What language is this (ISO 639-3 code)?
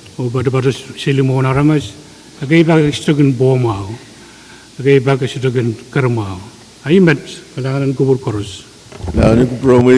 pon